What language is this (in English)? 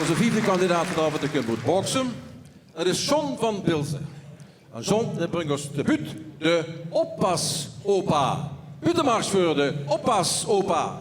Limburgish